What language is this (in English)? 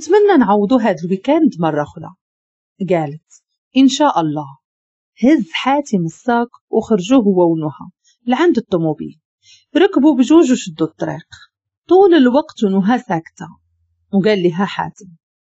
Moroccan Arabic